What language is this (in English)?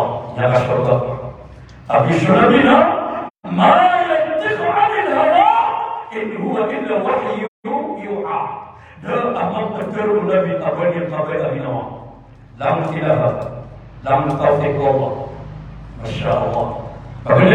Maranao